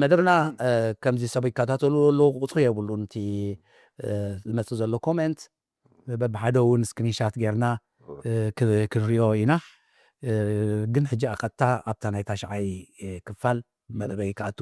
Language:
Tigrinya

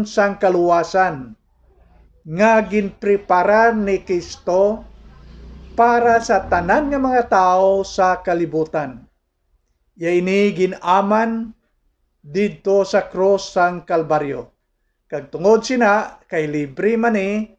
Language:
Hiligaynon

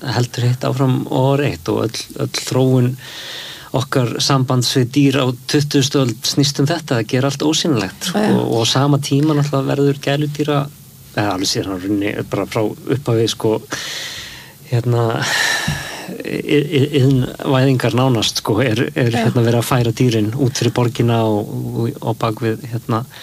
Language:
Icelandic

